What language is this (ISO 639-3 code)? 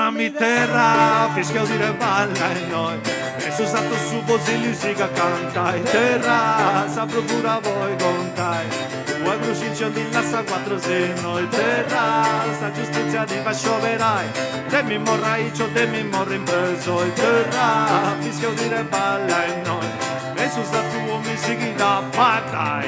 srd